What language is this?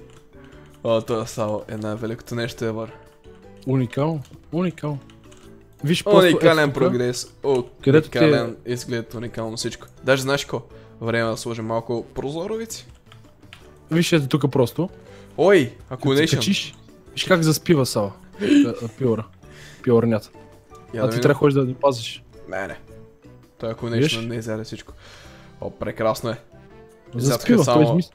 Bulgarian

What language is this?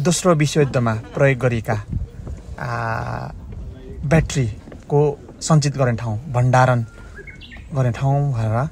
Nepali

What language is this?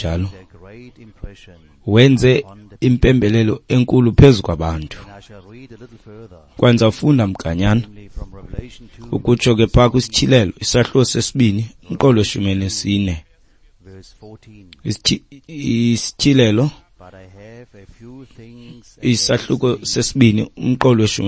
Xhosa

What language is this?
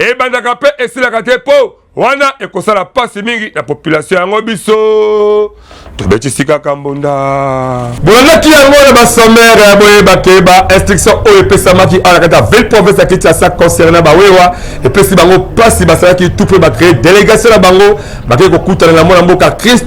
Lingala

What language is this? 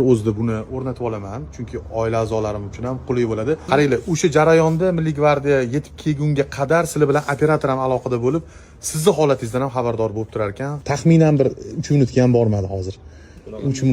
Uzbek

